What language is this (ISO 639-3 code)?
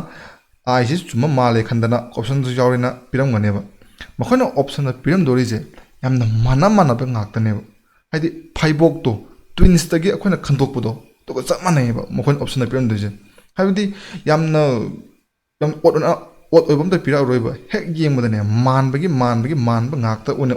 mni